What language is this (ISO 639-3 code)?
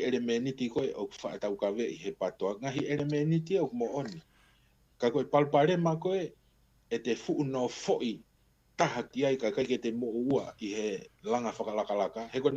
ton